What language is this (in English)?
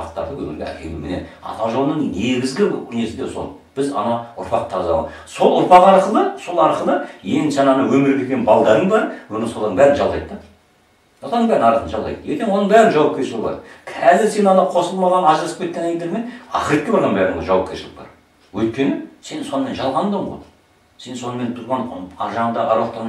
Kazakh